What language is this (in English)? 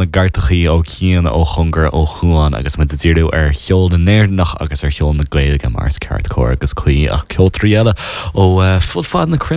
Irish